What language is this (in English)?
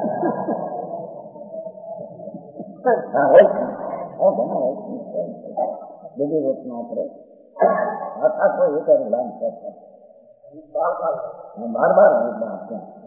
Gujarati